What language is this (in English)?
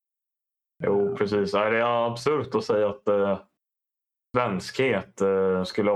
Swedish